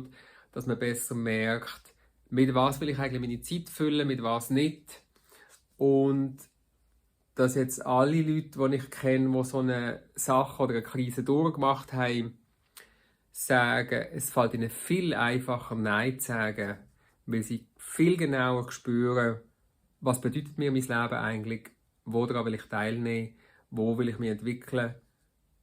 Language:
Swiss German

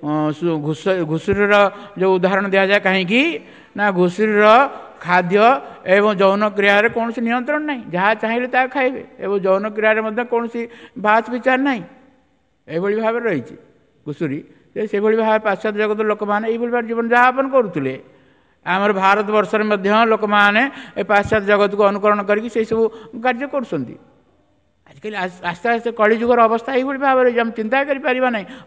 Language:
Odia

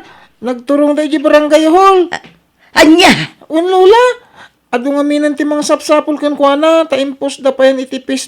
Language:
Iloko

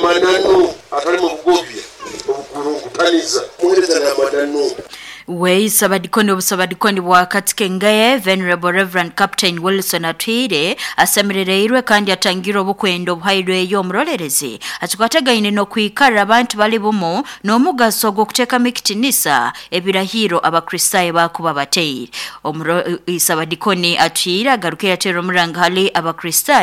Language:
Nyoro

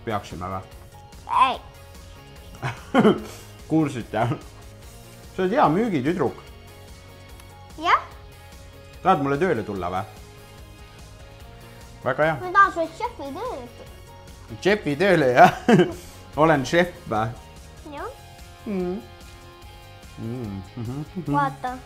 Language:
Estonian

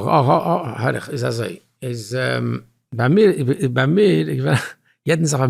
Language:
Yiddish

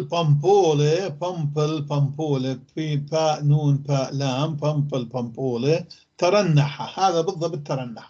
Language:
North Levantine Arabic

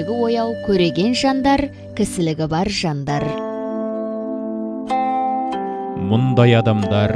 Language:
Kazakh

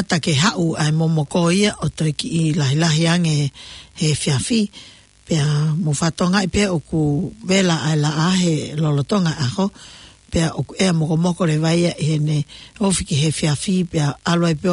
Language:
Tongan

